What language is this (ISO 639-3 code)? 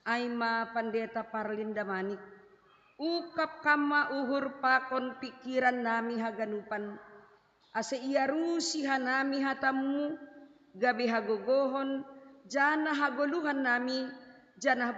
bts